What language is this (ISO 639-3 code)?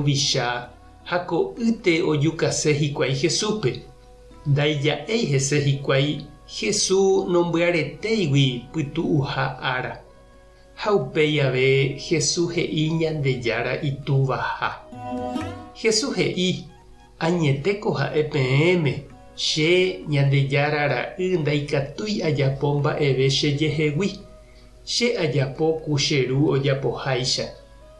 grn